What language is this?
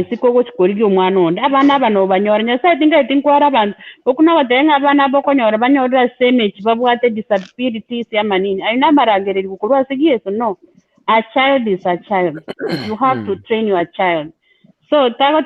Gusii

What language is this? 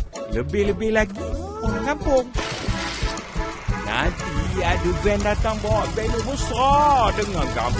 Malay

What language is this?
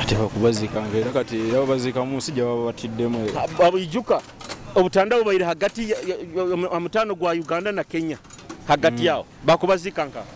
Nyoro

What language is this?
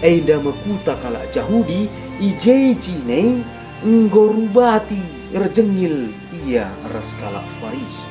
Batak Karo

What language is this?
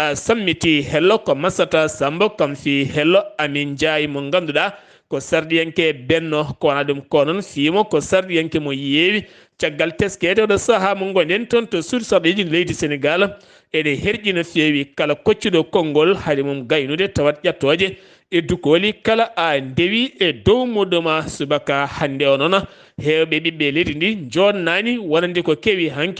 Fula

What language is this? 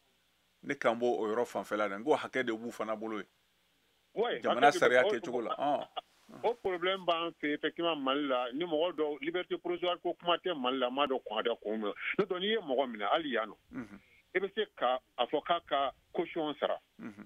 Bambara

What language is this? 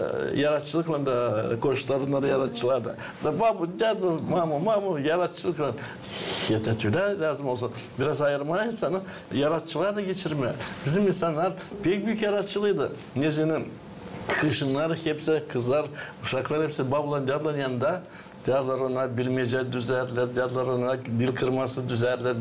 Gagauz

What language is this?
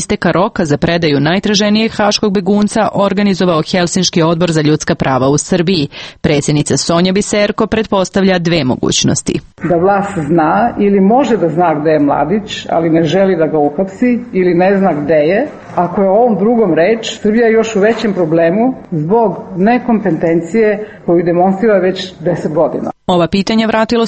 Serbian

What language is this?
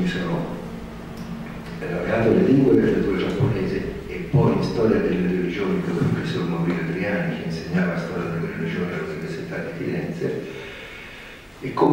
Italian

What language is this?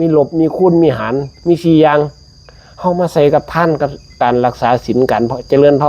Northeastern Thai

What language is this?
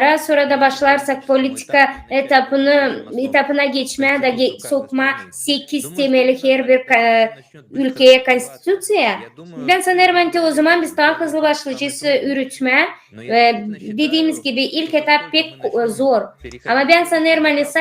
Gagauz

